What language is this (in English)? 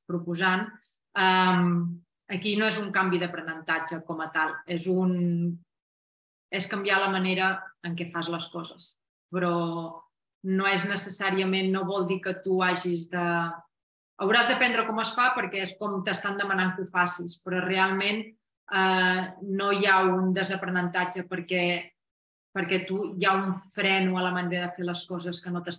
Catalan